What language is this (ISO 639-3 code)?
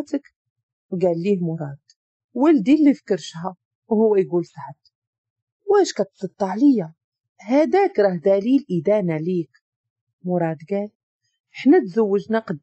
ary